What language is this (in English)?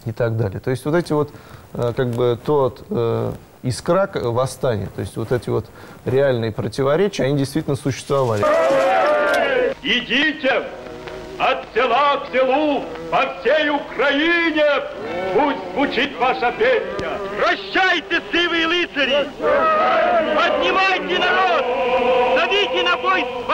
Russian